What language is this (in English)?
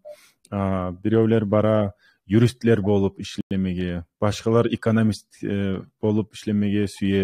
Kumyk